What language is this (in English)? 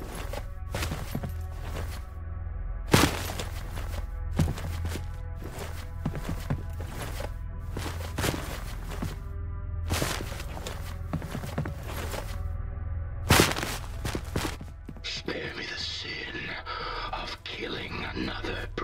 English